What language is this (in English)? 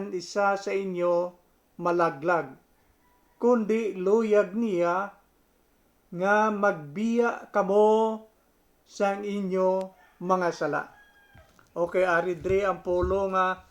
Hiligaynon